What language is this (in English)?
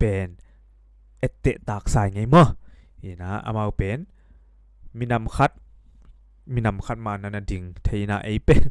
Tedim Chin